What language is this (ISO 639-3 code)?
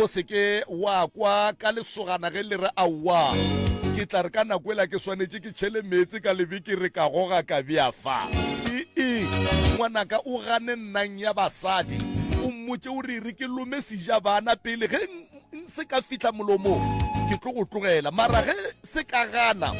nso